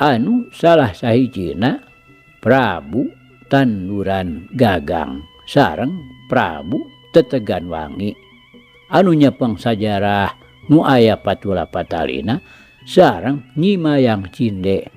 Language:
Sundanese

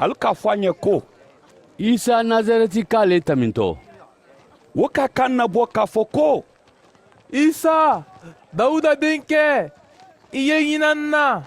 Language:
Mandingo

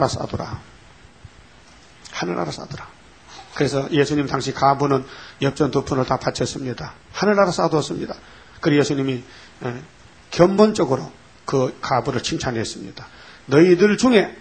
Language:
Korean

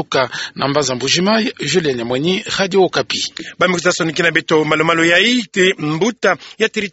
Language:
Kituba (Democratic Republic of Congo)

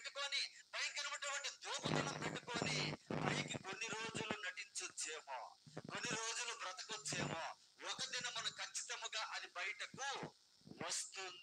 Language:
Telugu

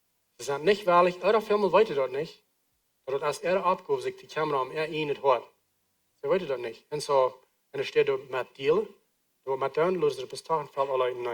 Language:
Plautdietsch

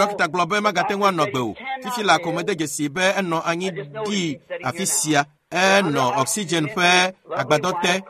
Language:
Ewe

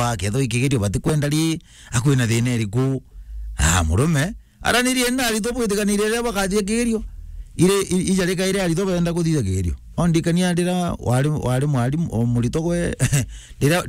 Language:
Meru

